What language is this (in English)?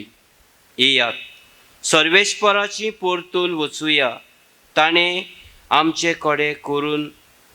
Konkani